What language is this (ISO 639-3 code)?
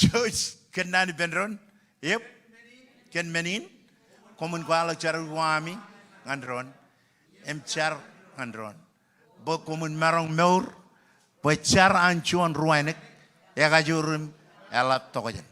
mah